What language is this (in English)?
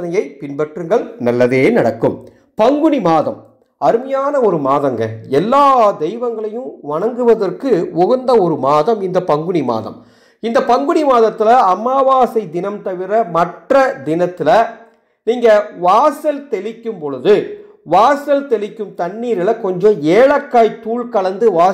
Tamil